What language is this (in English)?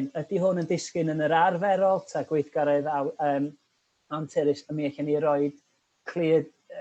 Welsh